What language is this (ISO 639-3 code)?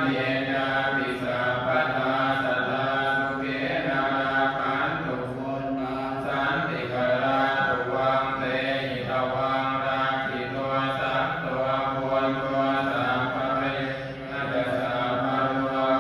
pli